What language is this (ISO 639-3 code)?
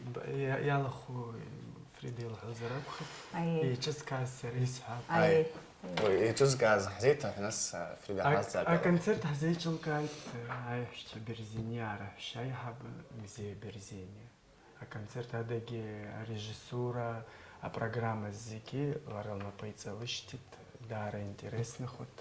abk